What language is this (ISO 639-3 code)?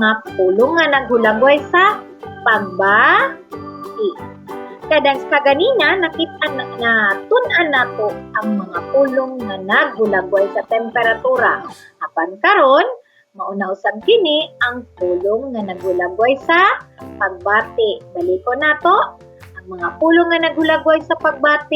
ceb